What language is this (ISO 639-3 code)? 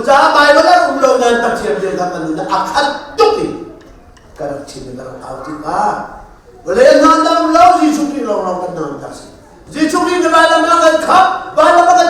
cnh